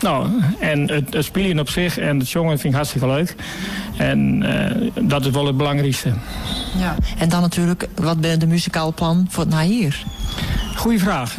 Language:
Western Frisian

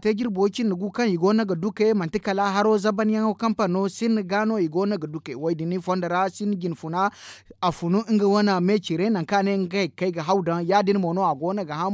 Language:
Zarma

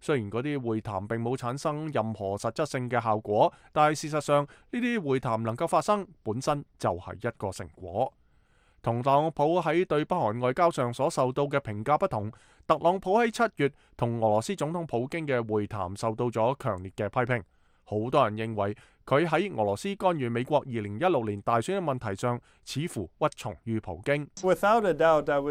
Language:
Cantonese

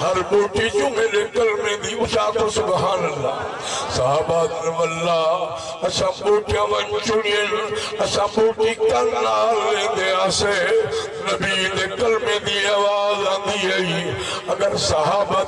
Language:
Saraiki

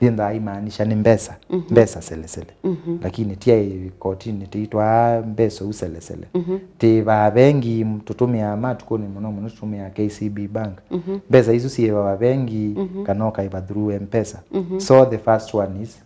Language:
Kamba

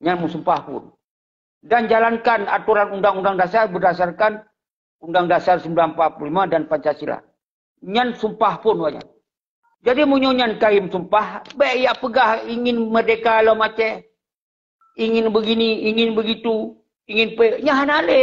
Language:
Achinese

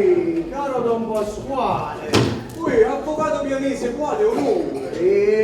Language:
Neapolitan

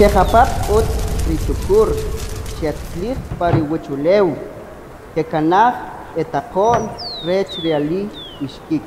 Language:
Kʼicheʼ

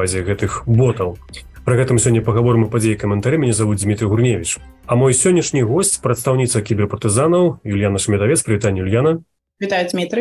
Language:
Belarusian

